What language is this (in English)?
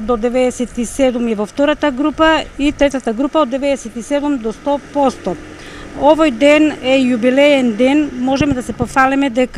Macedonian